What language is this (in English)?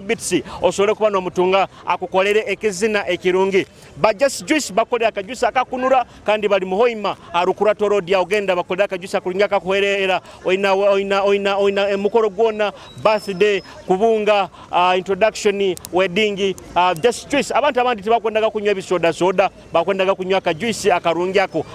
Nyoro